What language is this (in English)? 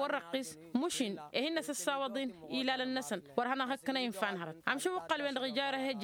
Tamasheq